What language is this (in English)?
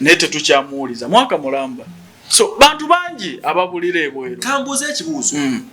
Ganda